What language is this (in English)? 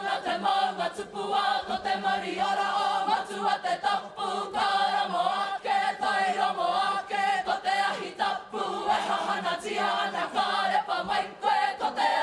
Māori